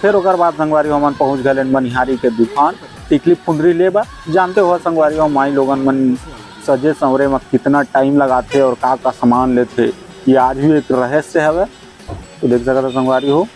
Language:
Chhattisgarhi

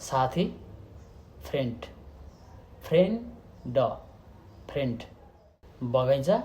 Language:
Nepali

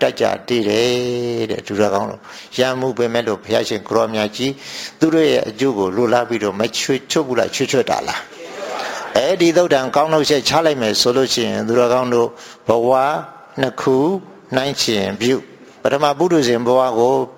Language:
Burmese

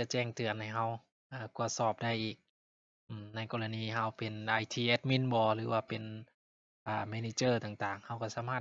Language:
Lao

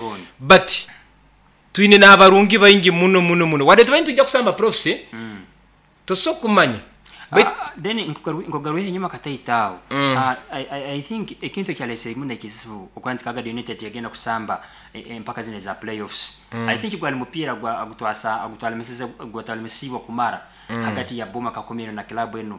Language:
Nyoro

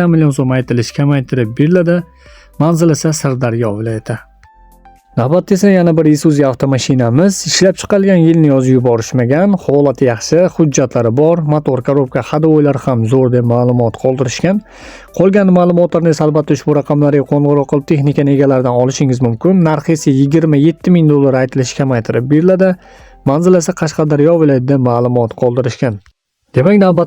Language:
Uzbek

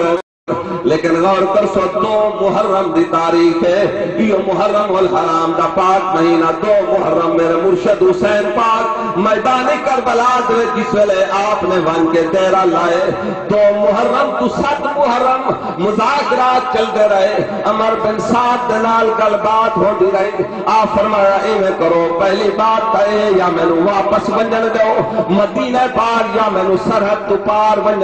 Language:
Saraiki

